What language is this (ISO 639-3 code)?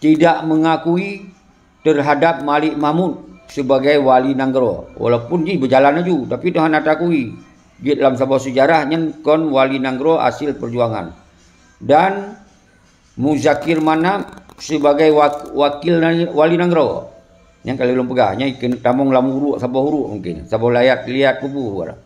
ace